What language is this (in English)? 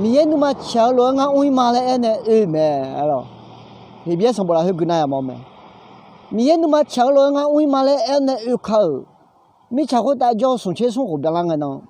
Akha